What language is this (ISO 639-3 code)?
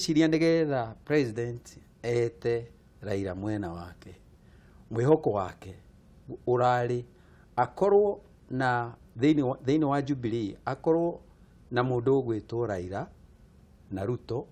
kik